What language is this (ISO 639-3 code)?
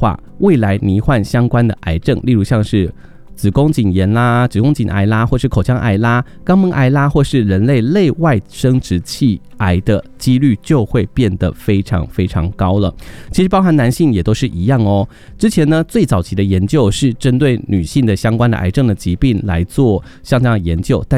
zho